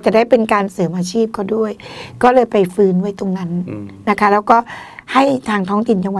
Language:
Thai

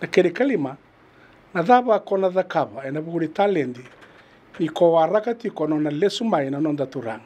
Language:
Fijian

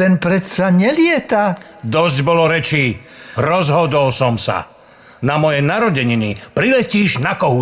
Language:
Slovak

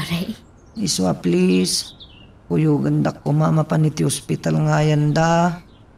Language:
Iloko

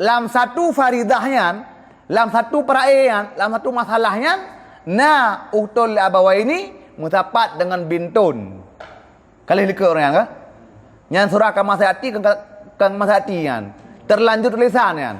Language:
Achinese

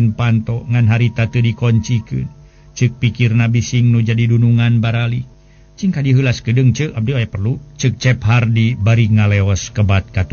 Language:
Sundanese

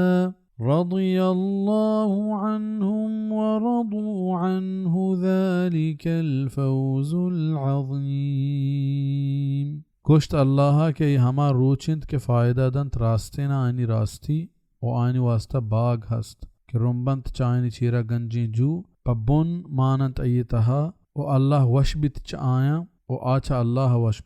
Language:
Baluchi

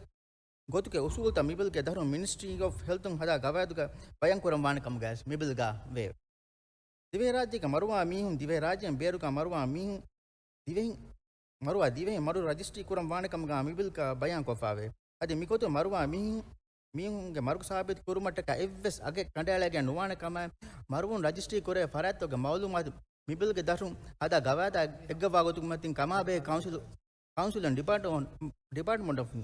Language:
Divehi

